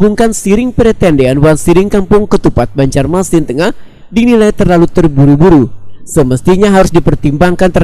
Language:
Banjar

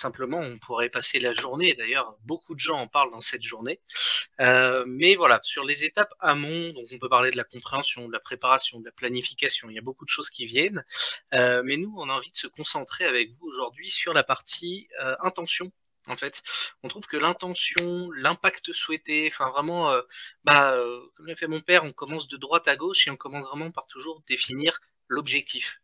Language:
French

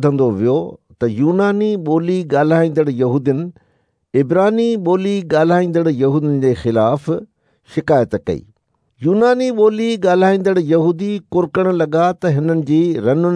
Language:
Sindhi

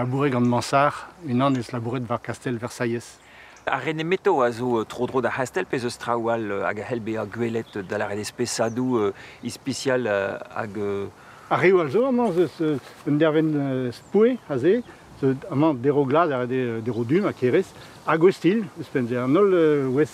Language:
Breton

